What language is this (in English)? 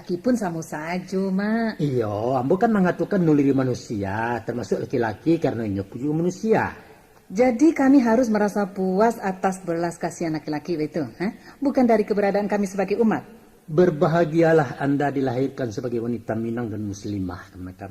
Minangkabau